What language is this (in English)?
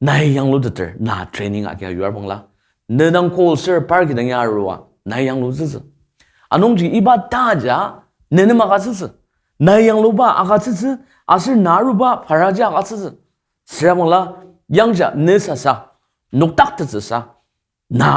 Ao Naga